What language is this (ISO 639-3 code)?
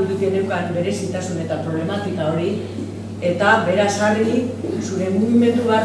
eus